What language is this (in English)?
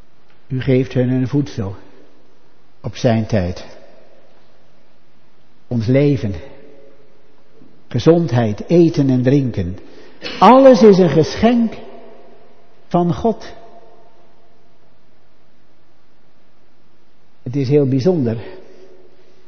Dutch